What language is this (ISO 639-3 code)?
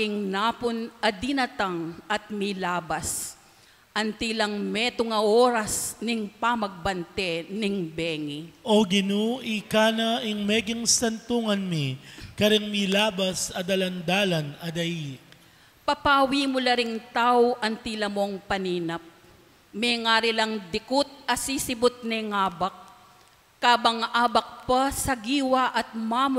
pam